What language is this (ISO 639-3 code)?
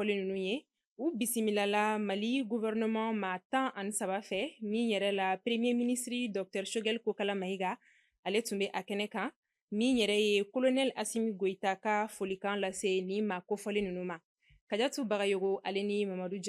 bam